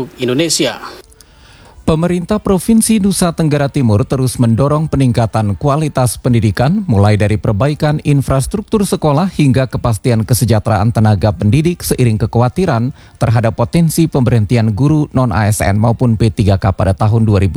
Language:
Indonesian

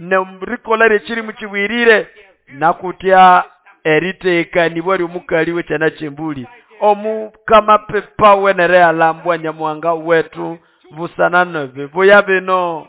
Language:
Nande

